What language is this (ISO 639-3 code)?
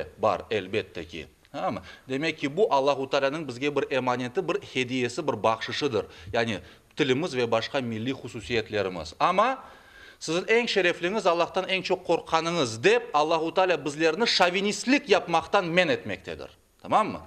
crh